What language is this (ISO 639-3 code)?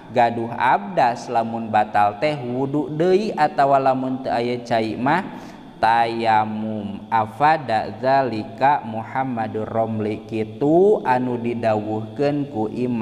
sun